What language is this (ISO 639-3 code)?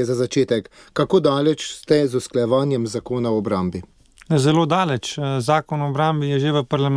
slv